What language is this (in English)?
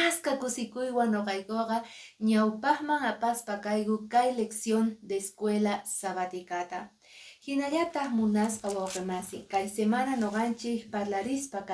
Quechua